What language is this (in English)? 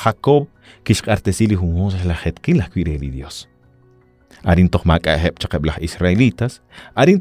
Kekchí